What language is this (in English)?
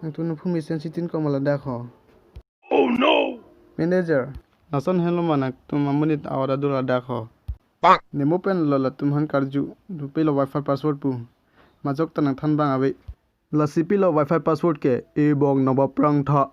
Karbi